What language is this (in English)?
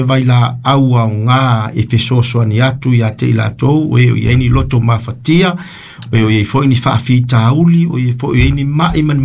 Samoan